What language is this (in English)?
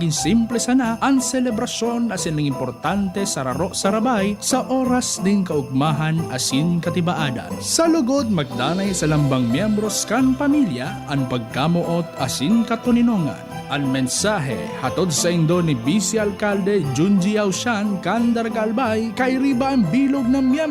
Bikol